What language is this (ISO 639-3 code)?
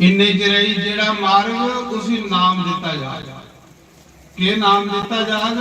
doi